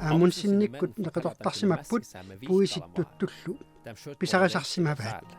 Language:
Kalaallisut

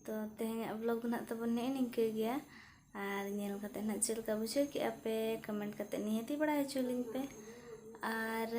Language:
Santali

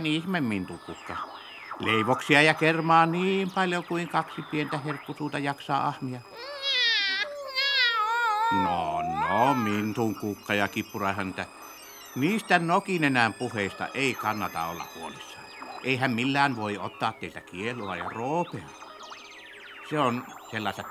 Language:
Finnish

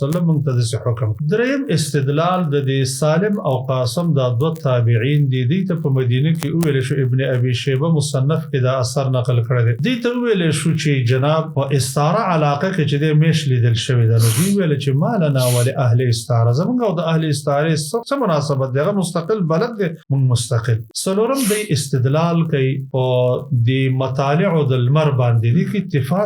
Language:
Pashto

